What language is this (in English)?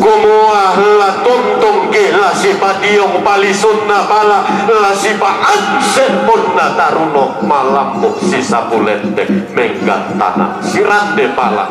Toraja-Sa'dan